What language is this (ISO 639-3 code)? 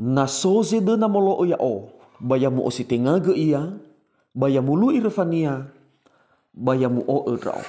nia